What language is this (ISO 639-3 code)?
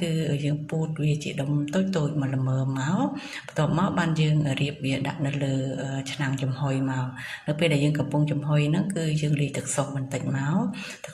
khm